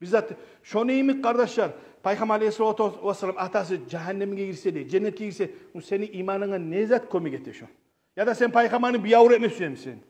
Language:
Kumyk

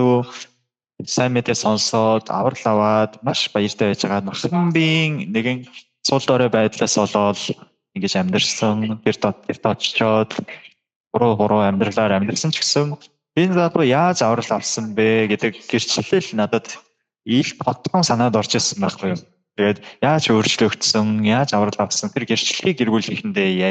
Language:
Mongolian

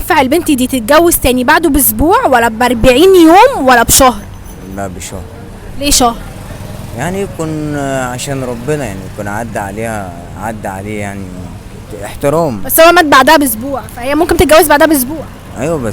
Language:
Egyptian Arabic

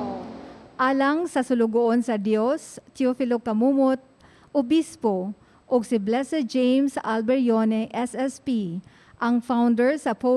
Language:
Cebuano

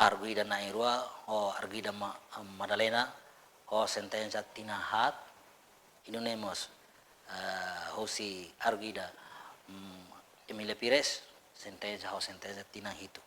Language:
Tetum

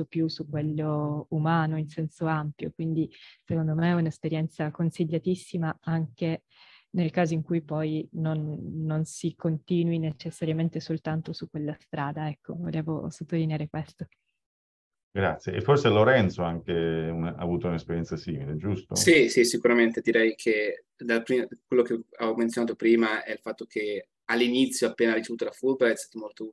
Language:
Italian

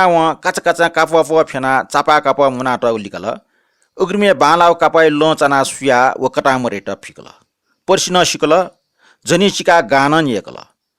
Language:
Newari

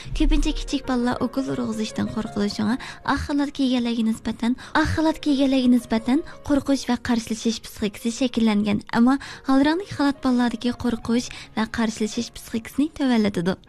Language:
Uyghur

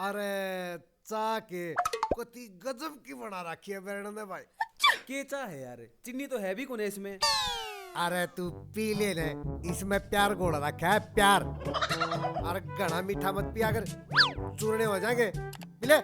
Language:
Haryanvi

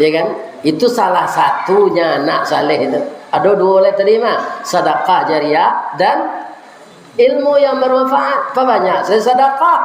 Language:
Minangkabau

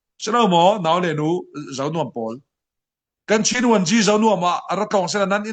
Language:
Falam Chin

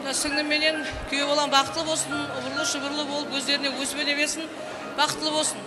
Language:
Kara-Kalpak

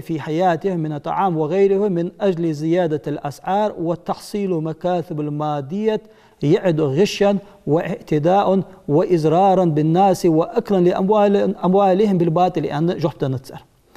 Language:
Ingush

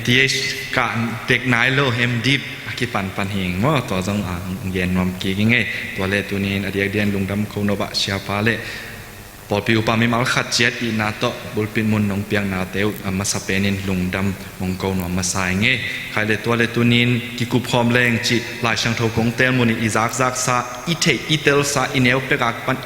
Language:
Tedim Chin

